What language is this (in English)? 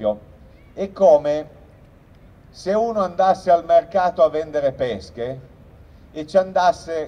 Italian